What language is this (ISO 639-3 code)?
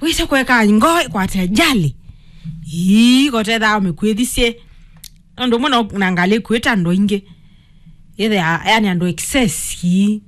kam